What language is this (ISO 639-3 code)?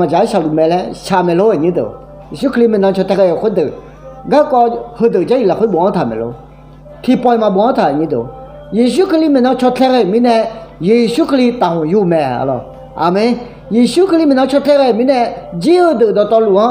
ahk